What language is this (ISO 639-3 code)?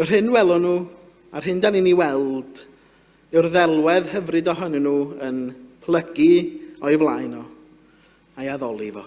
cym